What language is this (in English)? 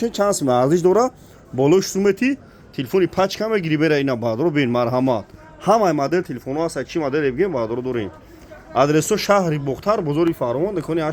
Tajik